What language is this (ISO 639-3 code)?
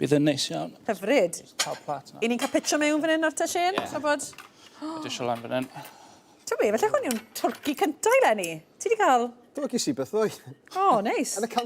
cym